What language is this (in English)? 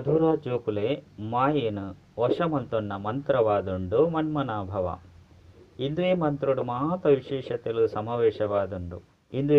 Tulu